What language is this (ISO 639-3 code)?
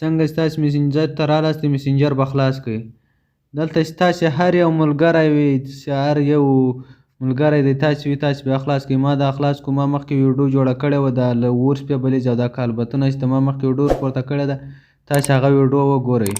pus